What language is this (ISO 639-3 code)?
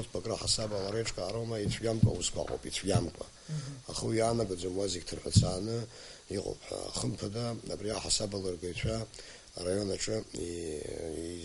abk